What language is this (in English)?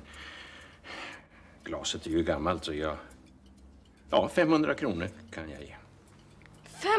Swedish